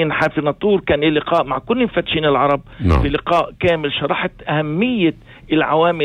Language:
North Levantine Arabic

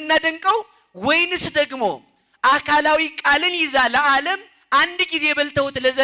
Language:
Amharic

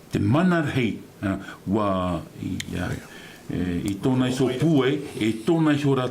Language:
Tahitian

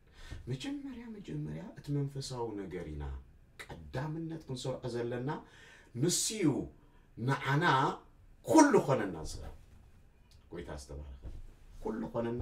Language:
Tigrinya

